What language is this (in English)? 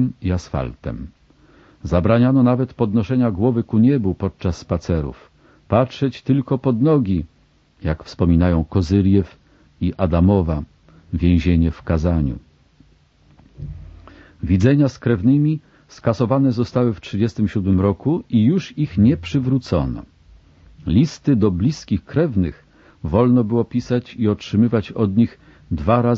Polish